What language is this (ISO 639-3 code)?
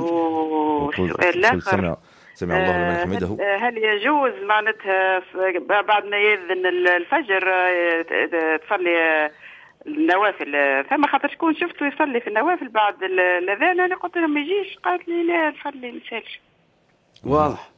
aeb